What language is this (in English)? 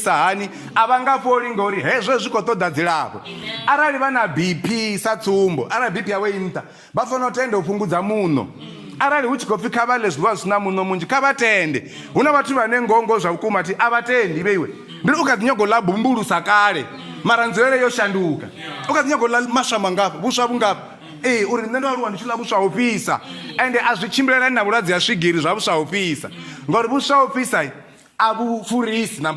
Venda